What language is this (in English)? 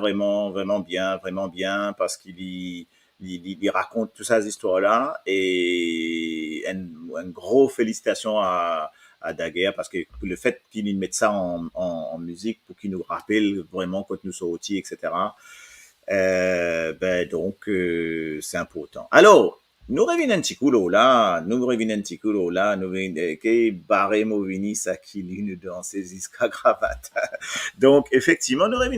Morisyen